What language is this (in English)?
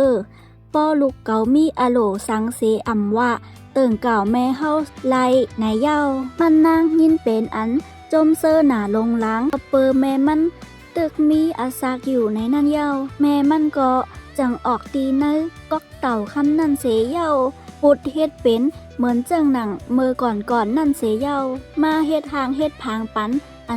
Shan